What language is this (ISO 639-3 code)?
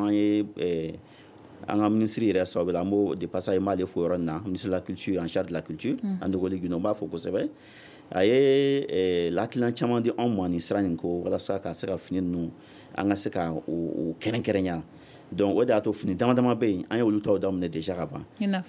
bam